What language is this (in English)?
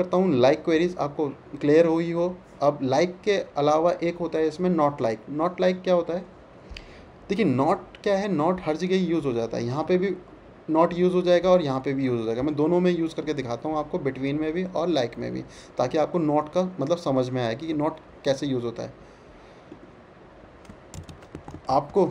Hindi